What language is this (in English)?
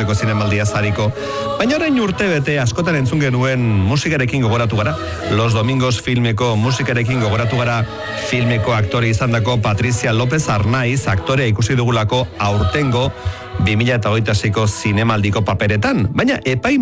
Basque